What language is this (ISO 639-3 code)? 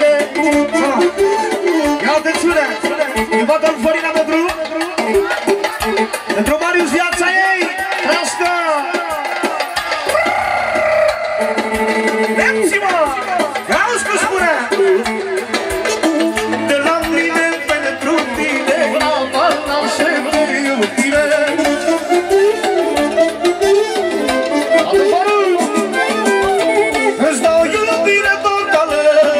ron